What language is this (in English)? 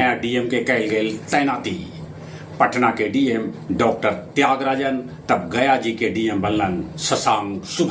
Magahi